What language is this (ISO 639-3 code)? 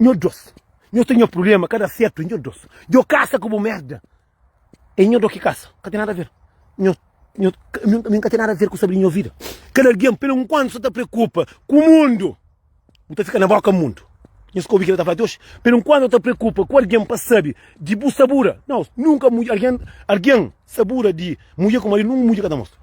kea